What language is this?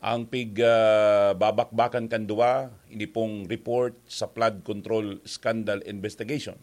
Bikol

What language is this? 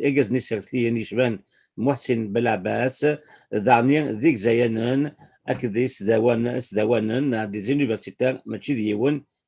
Kabyle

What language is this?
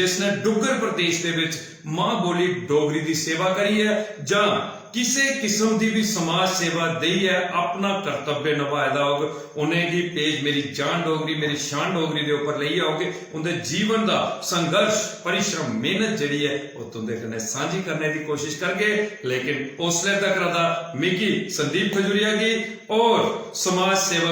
Dogri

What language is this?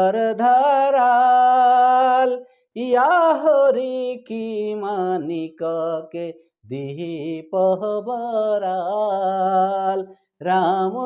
Sadri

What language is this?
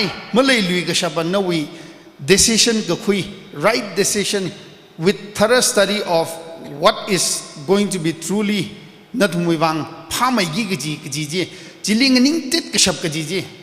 Tangkhul Naga (India)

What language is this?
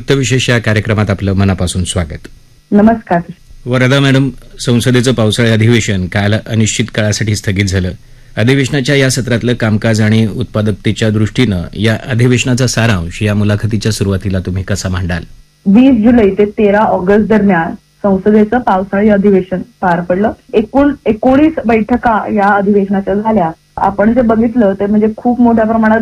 Marathi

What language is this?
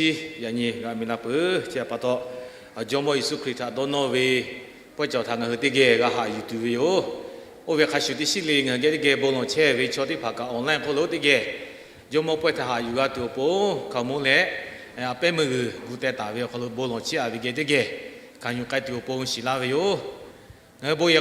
Lahu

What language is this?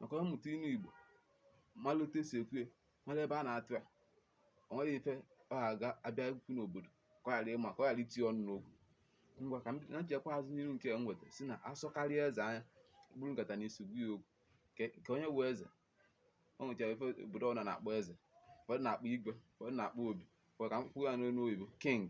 Igbo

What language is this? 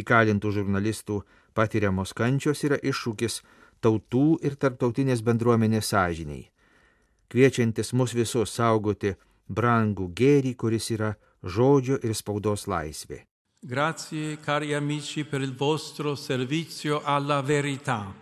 Lithuanian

